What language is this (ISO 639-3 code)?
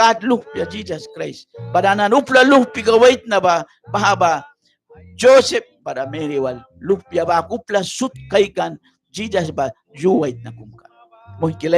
miq